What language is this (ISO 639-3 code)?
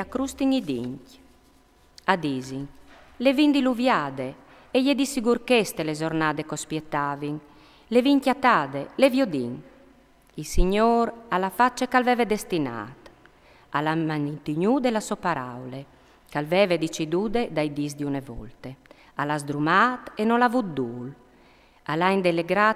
fur